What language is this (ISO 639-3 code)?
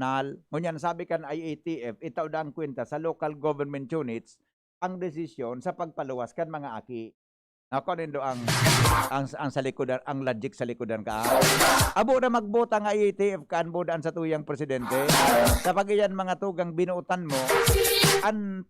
bik